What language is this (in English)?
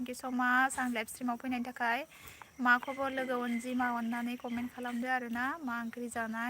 Bodo